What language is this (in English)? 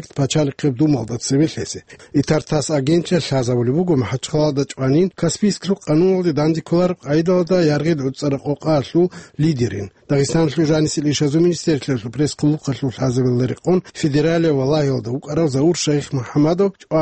Avaric